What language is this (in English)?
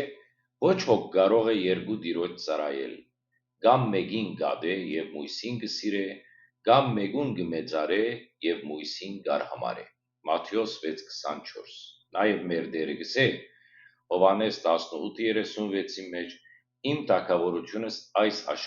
Western Armenian